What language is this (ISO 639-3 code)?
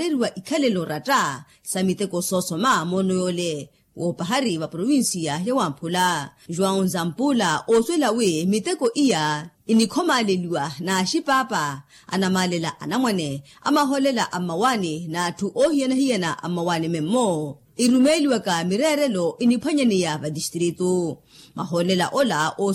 vmw